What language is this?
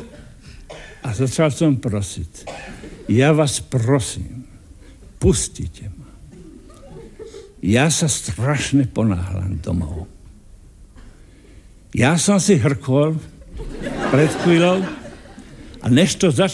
Slovak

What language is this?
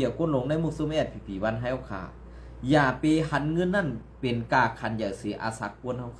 Shan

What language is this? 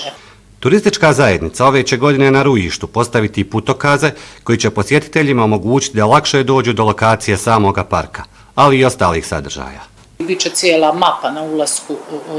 Bosnian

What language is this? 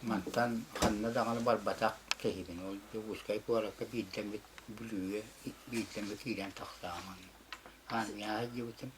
Yakut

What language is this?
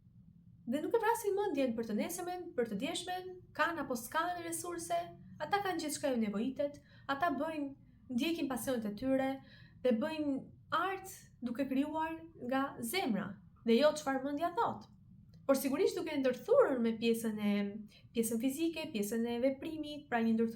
Albanian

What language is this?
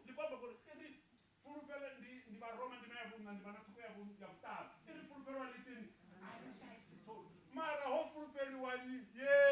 Venda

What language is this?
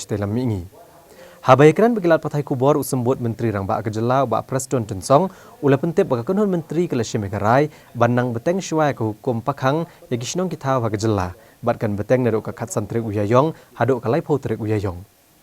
Khasi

